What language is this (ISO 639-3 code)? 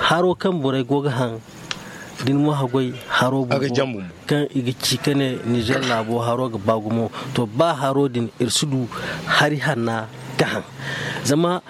dje